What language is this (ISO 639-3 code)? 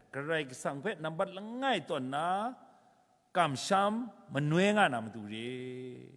kac